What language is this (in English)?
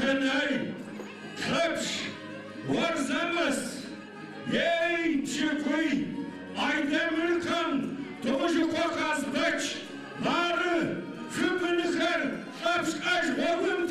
Adyghe